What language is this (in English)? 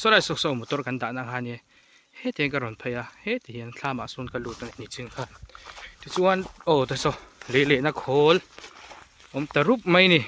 Mizo